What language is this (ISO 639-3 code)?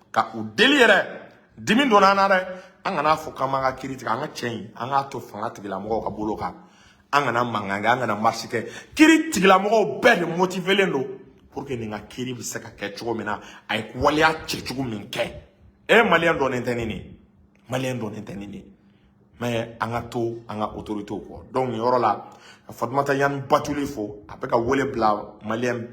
bam